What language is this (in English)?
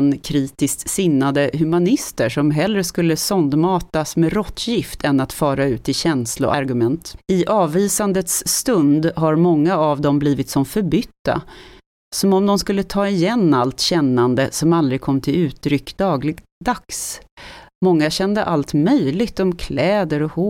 Swedish